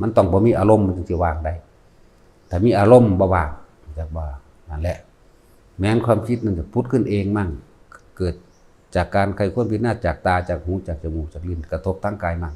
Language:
Northeastern Thai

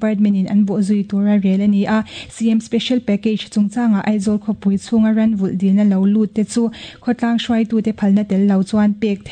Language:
Mizo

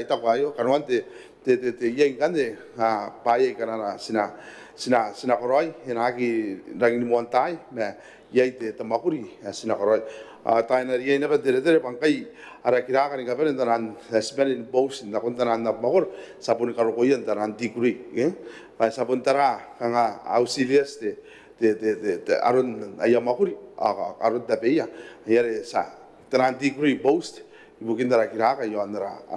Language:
Gilbertese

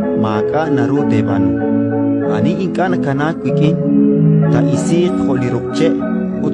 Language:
Kekchí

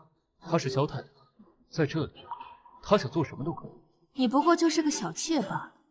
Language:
Chinese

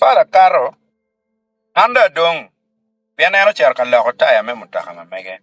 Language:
Acoli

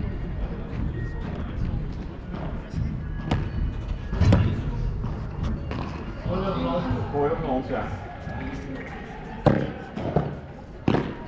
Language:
Dutch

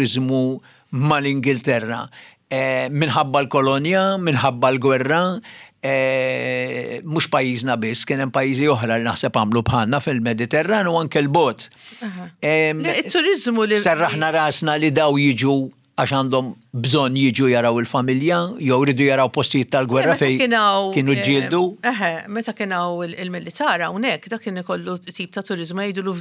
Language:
Maltese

